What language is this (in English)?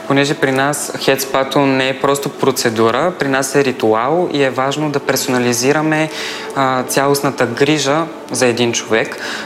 Bulgarian